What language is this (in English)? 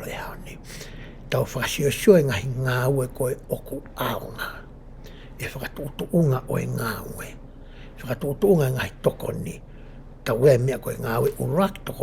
Tongan